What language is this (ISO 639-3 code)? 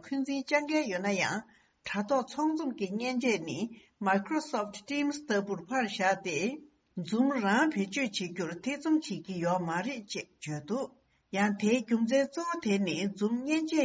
bod